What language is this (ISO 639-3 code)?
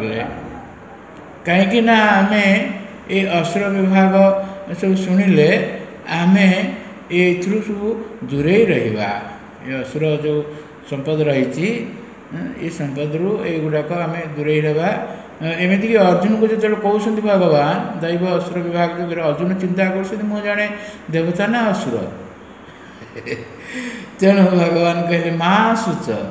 ori